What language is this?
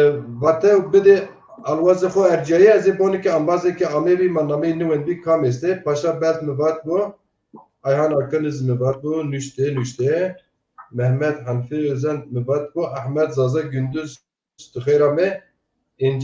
Zaza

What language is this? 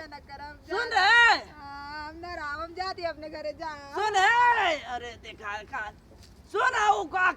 Awadhi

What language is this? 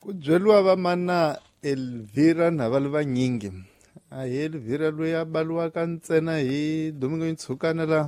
Tsonga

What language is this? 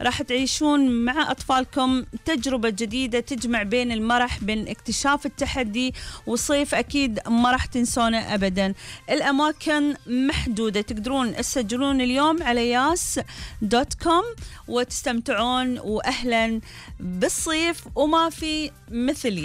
Gulf Arabic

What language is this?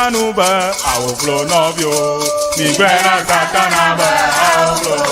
Ewe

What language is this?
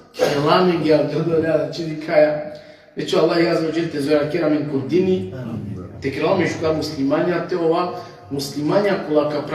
Balkan Romani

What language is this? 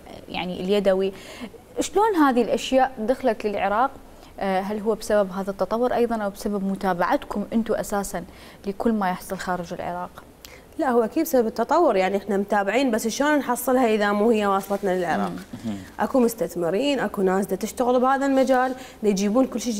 Mesopotamian Arabic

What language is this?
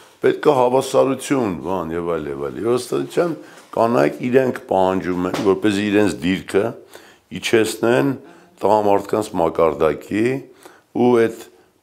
Armenian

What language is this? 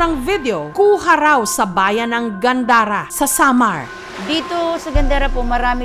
Filipino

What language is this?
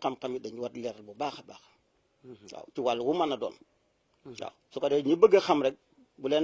Wolof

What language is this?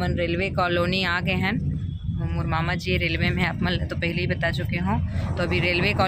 Chhattisgarhi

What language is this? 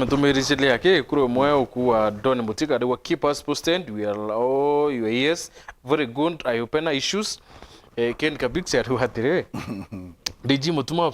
Meru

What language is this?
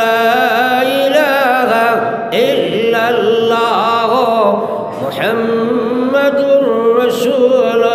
Sylheti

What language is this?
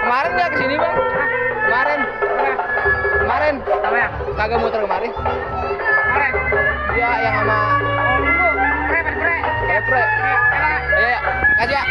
Betawi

